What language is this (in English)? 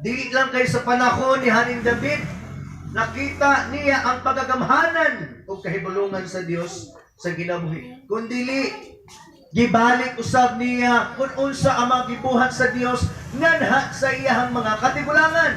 Cebuano